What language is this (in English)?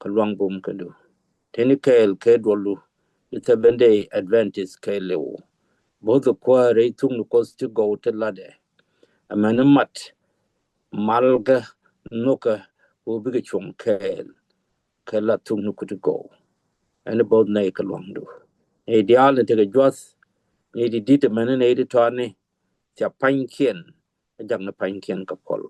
Nuer